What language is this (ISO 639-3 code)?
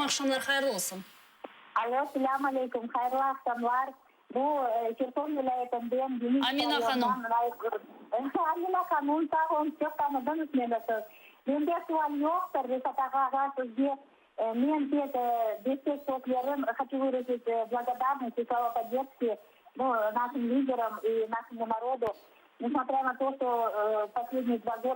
crh